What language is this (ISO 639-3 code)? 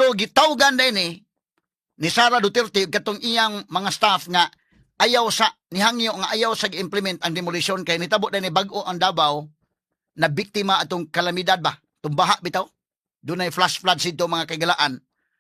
ceb